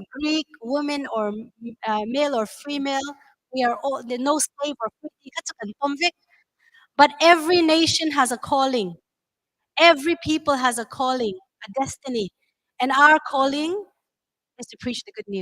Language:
Hakha Chin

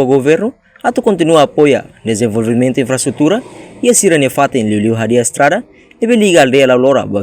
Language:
Tetum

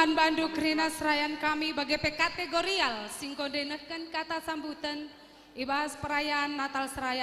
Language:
Batak Karo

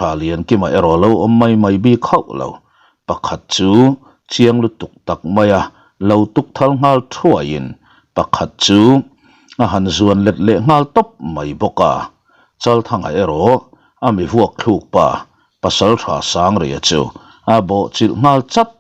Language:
Mizo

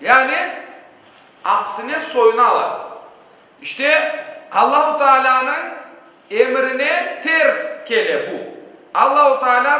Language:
Crimean Tatar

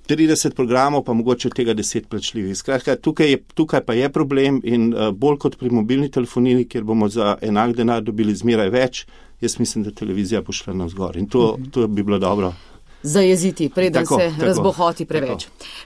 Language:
Slovenian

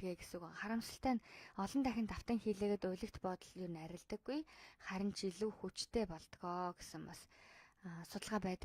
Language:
Mongolian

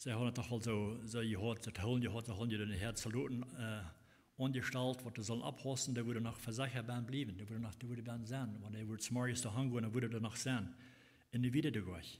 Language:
Plautdietsch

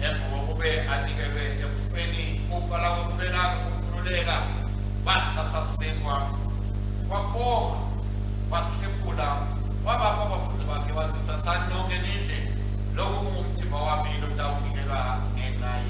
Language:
Swati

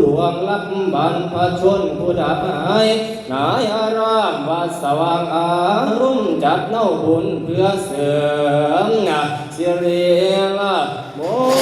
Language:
Northeastern Thai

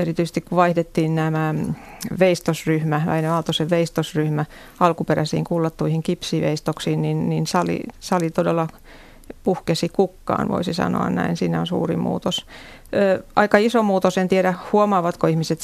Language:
Finnish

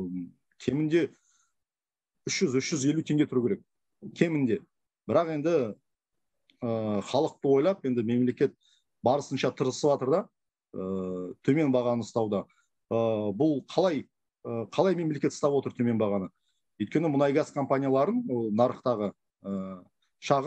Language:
Kazakh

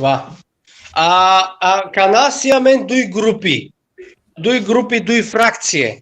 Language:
Balkan Romani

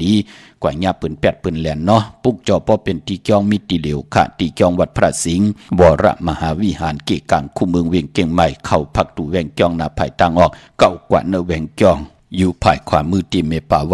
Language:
Shan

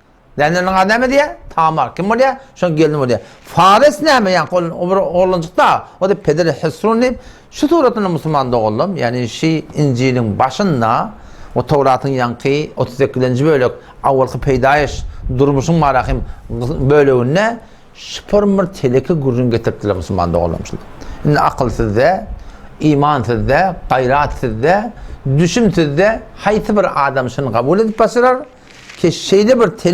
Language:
Turkmen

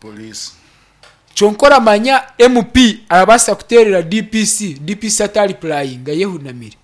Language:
Nyankole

